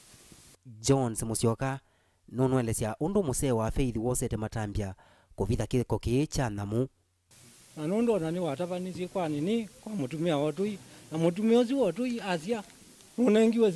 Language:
Kamba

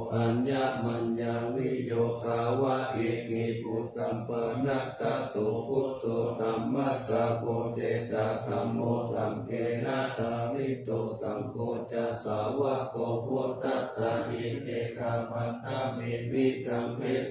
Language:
Pali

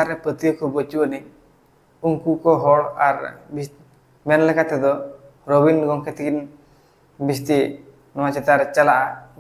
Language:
Santali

